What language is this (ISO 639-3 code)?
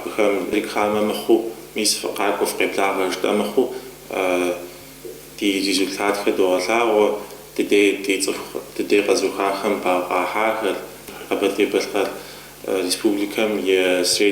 kbd